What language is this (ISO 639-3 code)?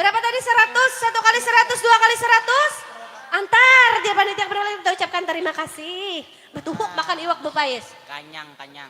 bjn